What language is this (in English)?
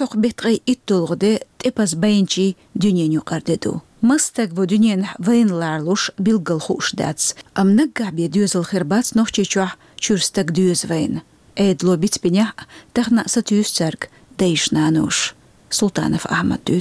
Chechen